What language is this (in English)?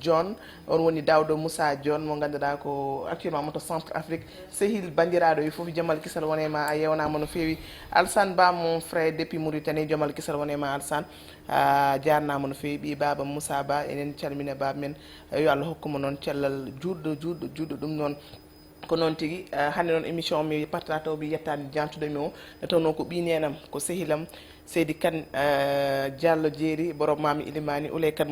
Fula